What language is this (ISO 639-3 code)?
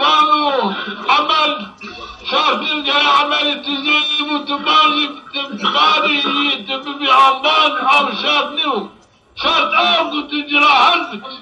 zza